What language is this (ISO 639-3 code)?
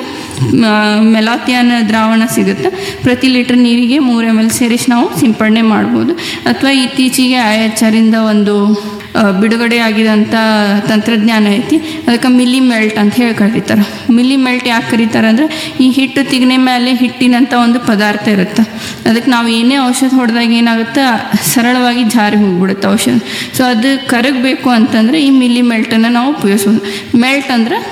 kan